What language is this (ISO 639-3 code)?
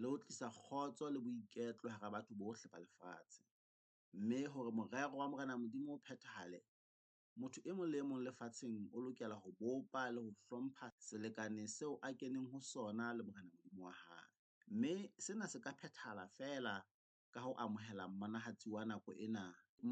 sot